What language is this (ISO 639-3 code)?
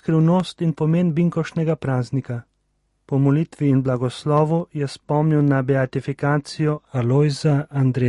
slv